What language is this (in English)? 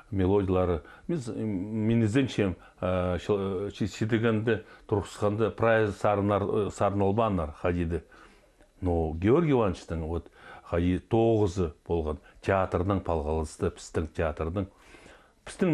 Khakas